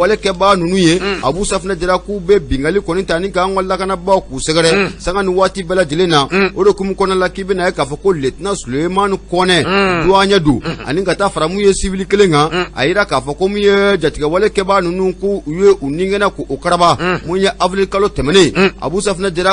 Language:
Bambara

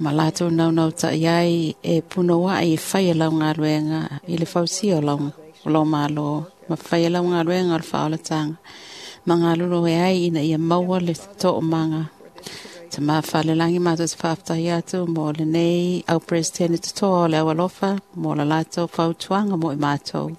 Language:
Samoan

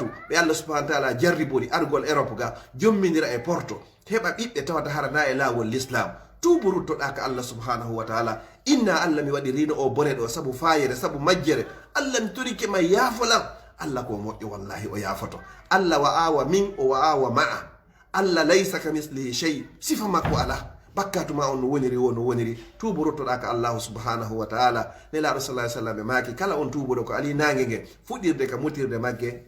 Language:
Fula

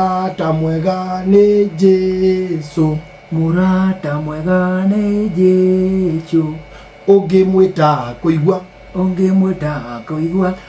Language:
Kikuyu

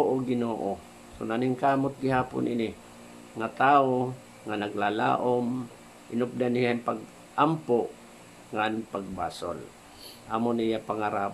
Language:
Waray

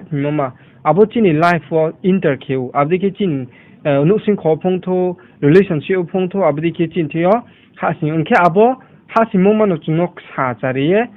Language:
Riang (India)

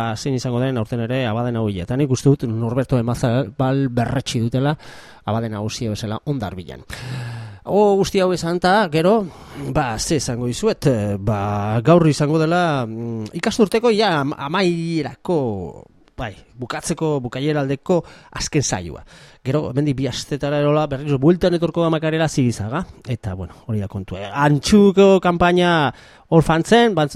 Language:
Basque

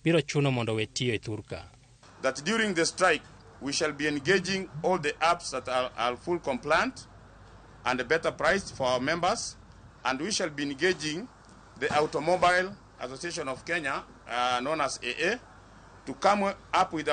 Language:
Luo (Kenya and Tanzania)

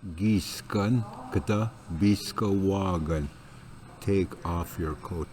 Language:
Ojibwa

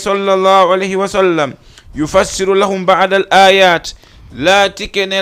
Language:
Fula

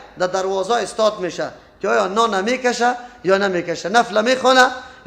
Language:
Persian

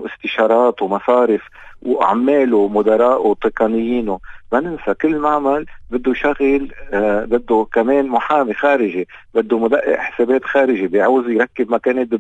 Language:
North Levantine Arabic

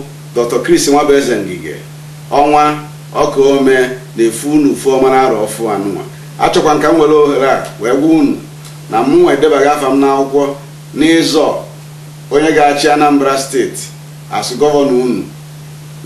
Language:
Igbo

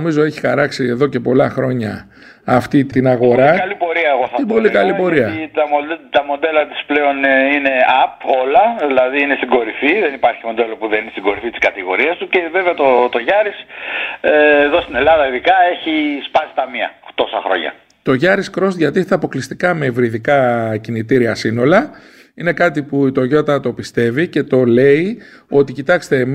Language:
Greek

